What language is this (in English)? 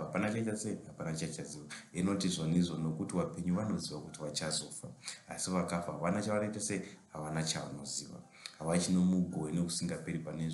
Shona